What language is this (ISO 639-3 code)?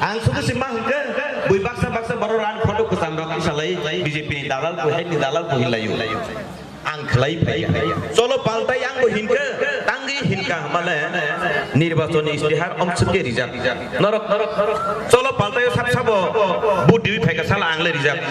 trp